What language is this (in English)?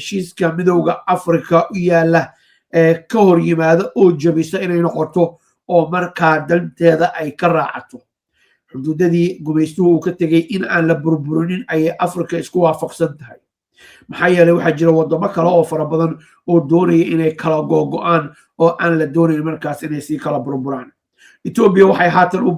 Somali